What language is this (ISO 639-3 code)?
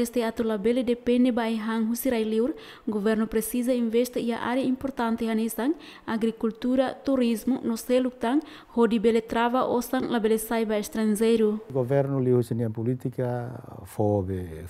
tet